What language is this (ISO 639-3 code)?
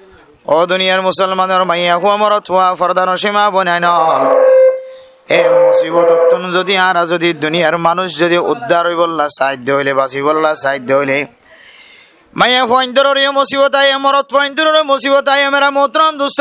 rhg